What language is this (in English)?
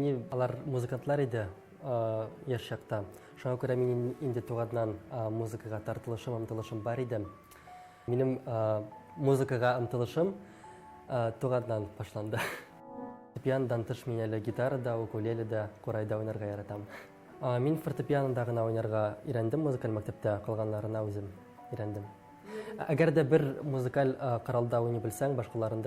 Tatar